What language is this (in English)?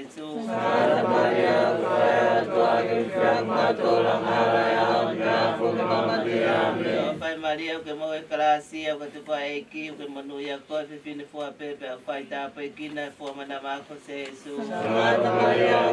Tongan